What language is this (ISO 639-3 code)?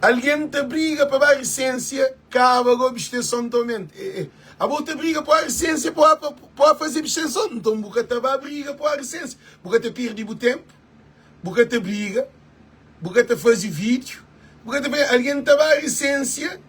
kea